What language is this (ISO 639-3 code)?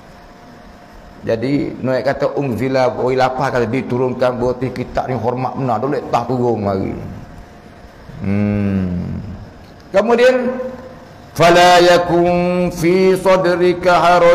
msa